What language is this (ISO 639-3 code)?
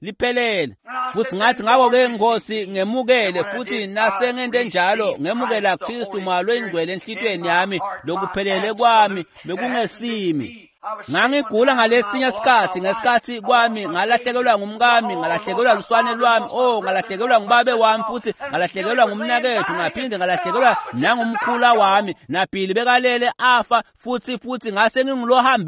ssw